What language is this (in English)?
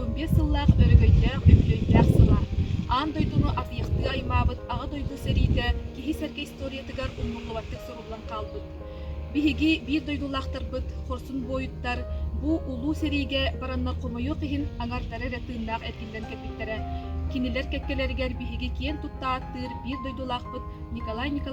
Yakut